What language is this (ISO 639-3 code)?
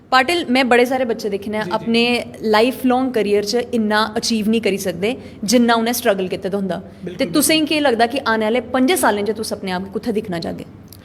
doi